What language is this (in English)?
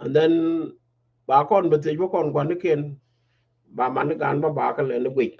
Nuer